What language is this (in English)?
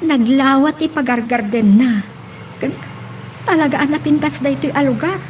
Iloko